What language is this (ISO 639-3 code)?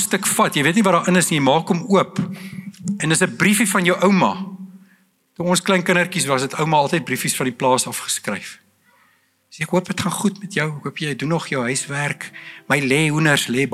afr